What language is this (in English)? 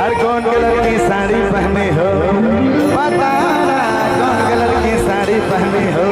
Sadri